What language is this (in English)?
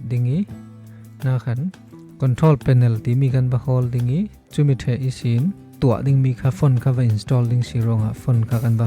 Falam Chin